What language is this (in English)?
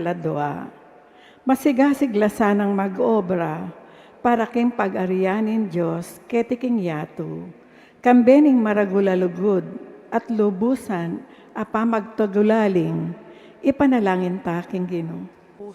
Pampanga